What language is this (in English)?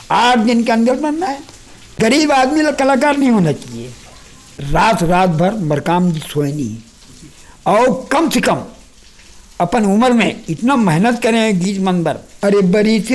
Chhattisgarhi